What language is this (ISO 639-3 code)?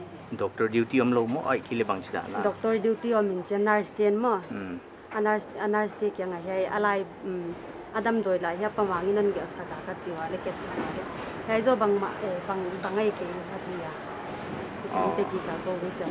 pck